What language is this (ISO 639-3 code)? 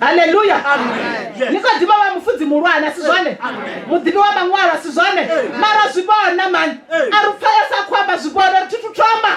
ven